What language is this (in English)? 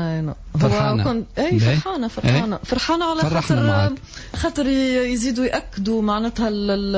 Tunisian Arabic